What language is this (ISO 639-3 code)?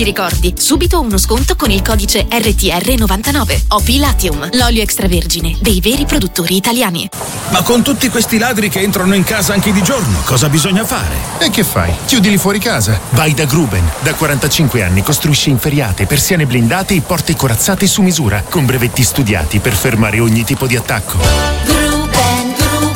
ita